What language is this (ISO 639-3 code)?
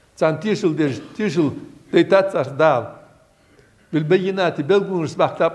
inh